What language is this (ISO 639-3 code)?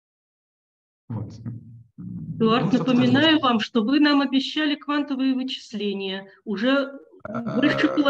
rus